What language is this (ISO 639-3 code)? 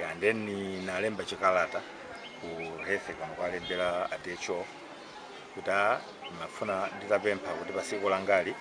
nya